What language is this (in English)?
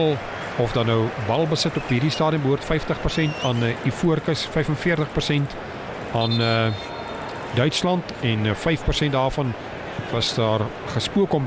Afrikaans